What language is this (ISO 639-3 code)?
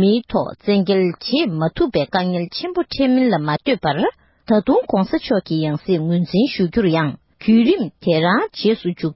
bod